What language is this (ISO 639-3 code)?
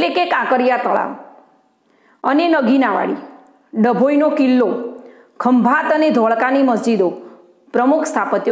guj